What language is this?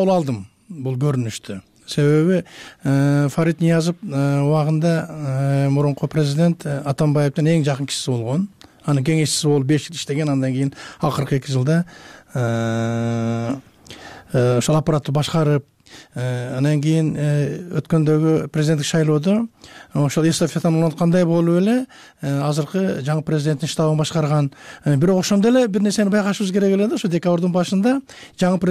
Kyrgyz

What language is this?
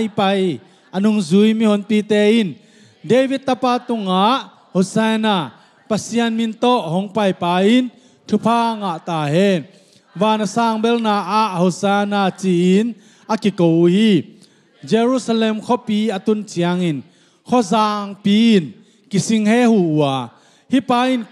Tedim Chin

